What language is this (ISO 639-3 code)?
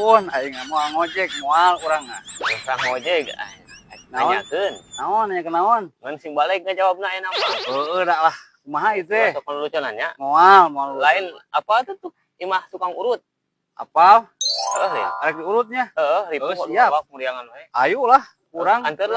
sun